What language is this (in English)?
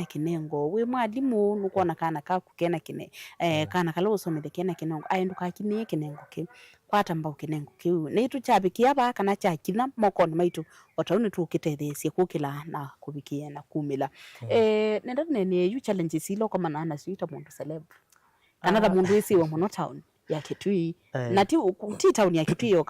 Kamba